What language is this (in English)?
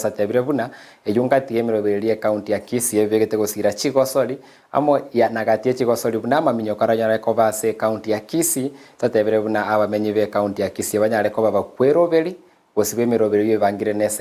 Gusii